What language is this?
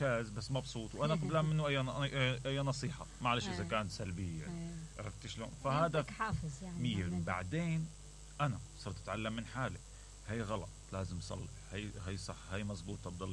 Mesopotamian Arabic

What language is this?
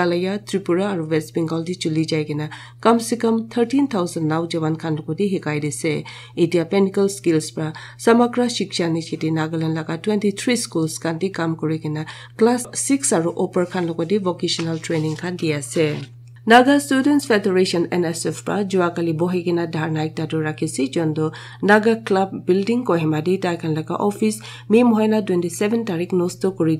Naga Pidgin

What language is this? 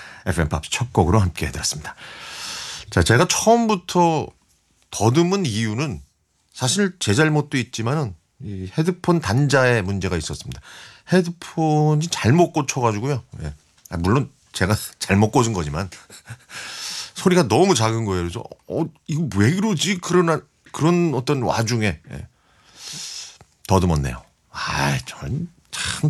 Korean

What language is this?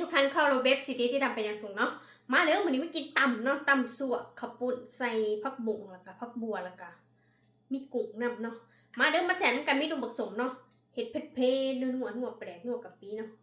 Northeastern Thai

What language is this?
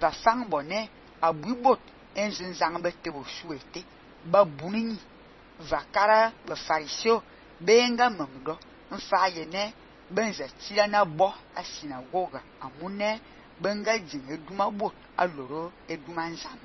Fang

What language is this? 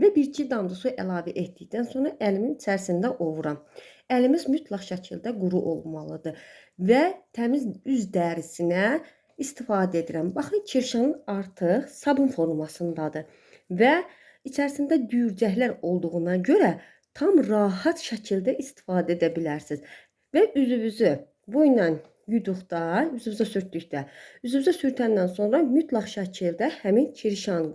Azerbaijani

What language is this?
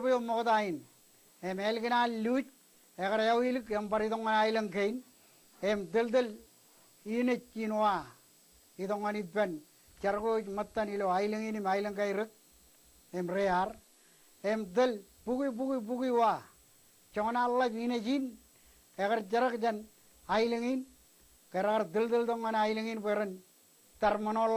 Marshallese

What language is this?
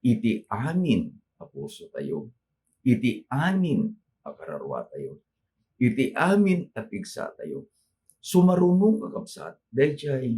Iloko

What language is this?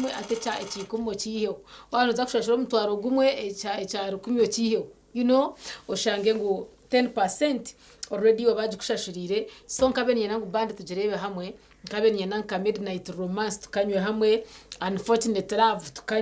Nyankole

